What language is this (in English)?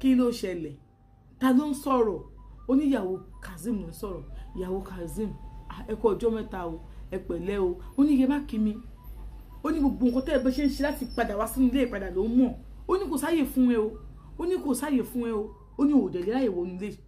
Yoruba